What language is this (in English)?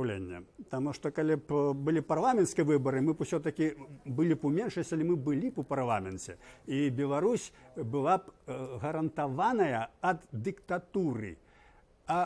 Belarusian